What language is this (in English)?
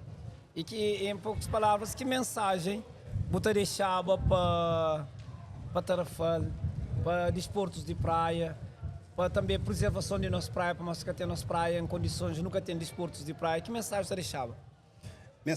Kabuverdianu